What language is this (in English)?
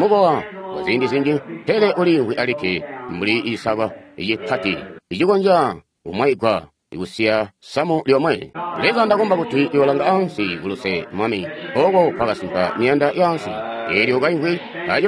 Tonga (Zambia)